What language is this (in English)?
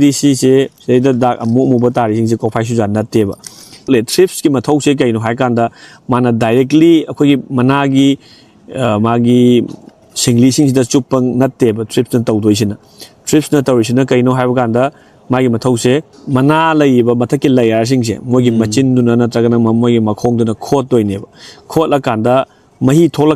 Manipuri